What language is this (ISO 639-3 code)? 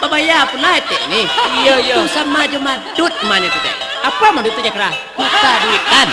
min